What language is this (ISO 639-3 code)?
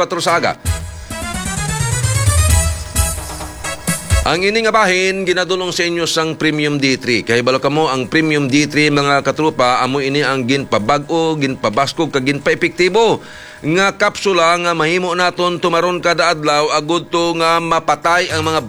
hil